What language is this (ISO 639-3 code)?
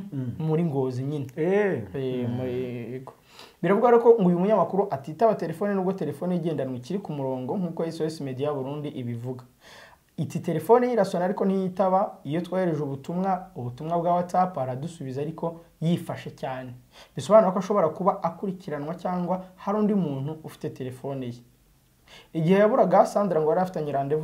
kin